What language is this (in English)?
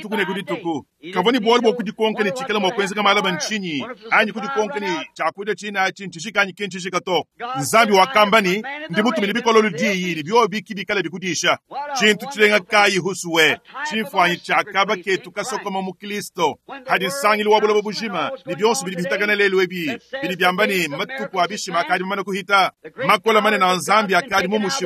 Luba-Lulua